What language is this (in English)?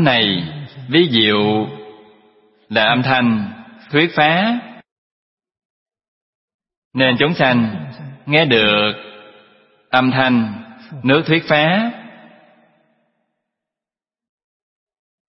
Vietnamese